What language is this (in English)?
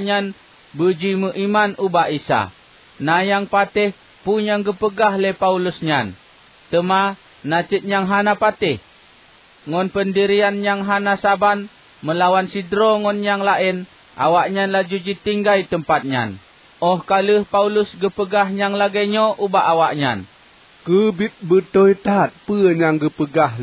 Achinese